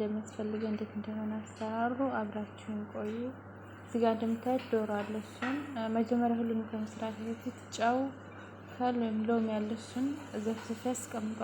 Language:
Amharic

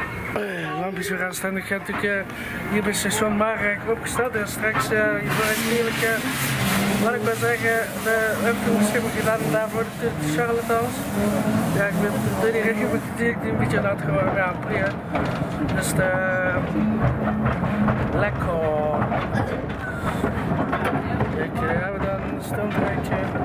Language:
Dutch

